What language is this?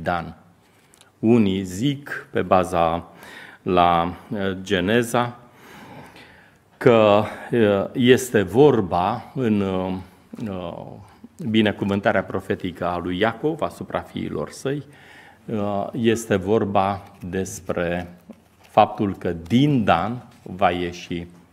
Romanian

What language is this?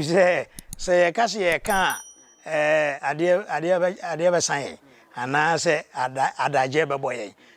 Akan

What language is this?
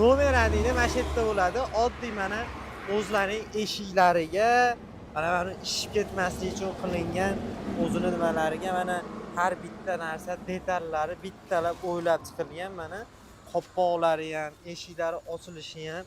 Uzbek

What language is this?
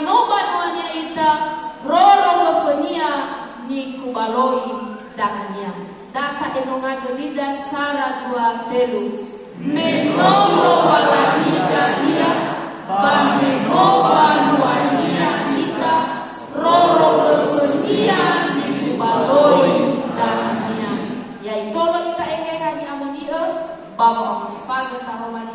Nias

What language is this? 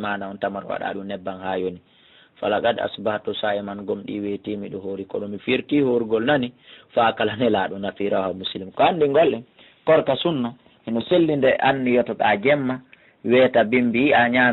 Fula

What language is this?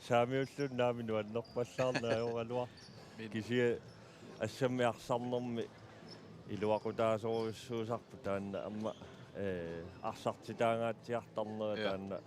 Kalaallisut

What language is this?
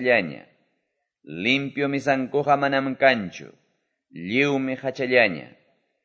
Quechua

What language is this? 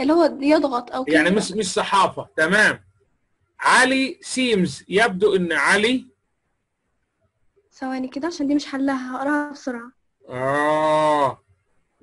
Egyptian Arabic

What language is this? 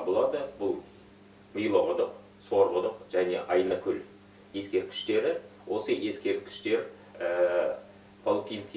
Kazakh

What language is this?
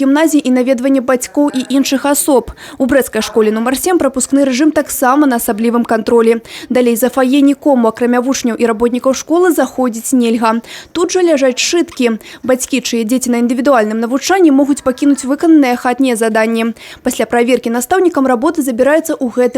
Belarusian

